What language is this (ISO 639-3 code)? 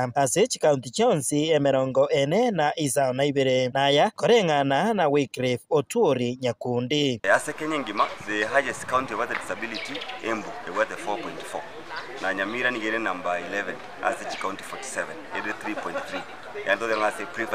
guz